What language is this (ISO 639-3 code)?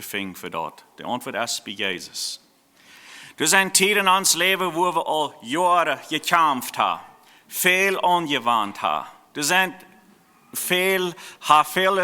pdt